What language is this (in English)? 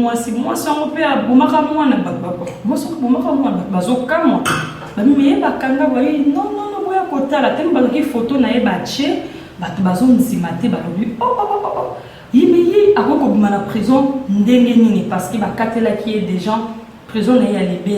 Lingala